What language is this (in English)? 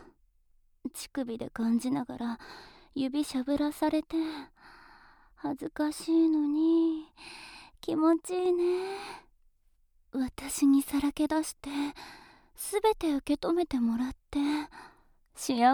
Japanese